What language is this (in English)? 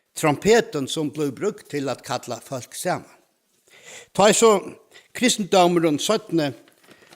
Faroese